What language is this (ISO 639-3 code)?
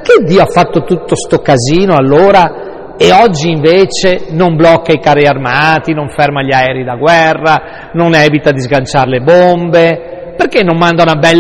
ita